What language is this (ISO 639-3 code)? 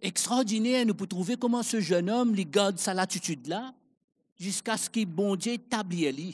mfe